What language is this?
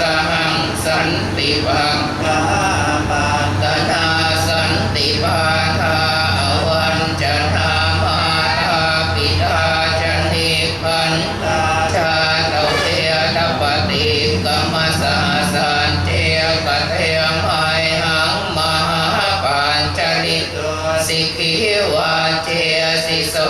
Pali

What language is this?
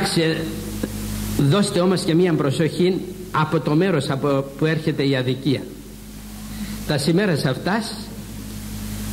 Greek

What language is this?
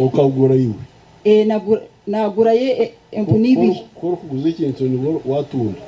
Nyankole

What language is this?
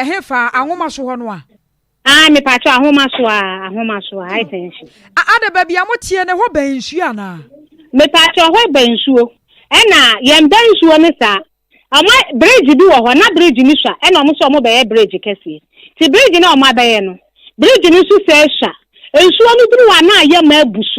Akan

